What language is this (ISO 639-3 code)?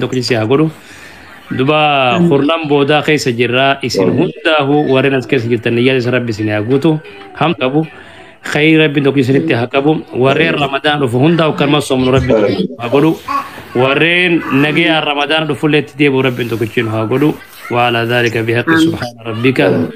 orm